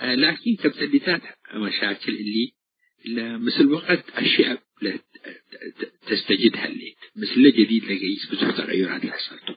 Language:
Tigre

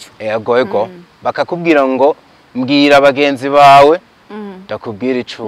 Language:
Rundi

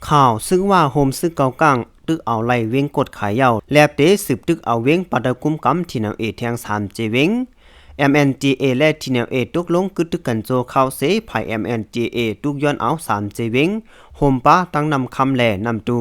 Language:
Shan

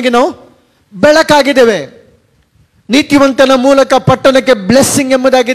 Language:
Kannada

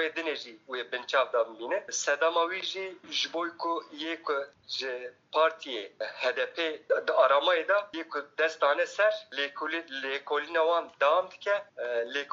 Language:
Kurdish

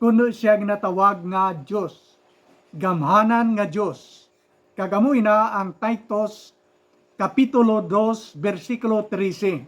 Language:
Hiligaynon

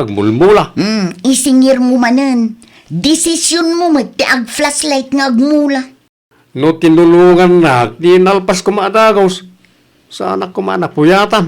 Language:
Iloko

